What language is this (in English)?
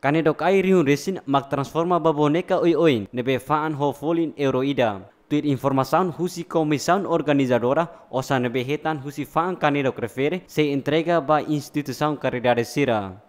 Tetum